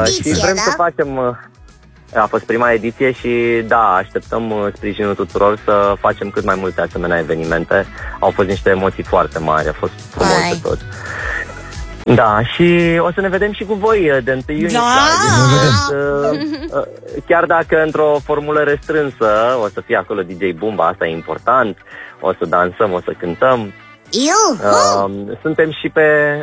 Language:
Romanian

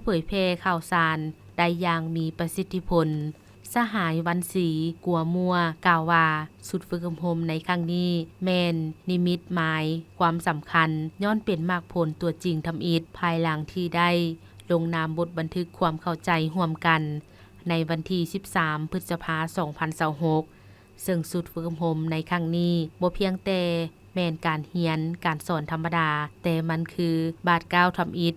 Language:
Lao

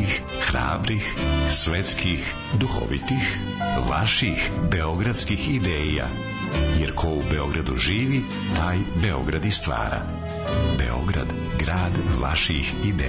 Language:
Serbian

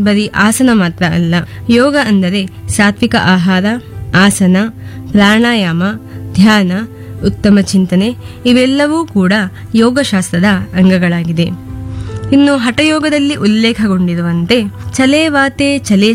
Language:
Kannada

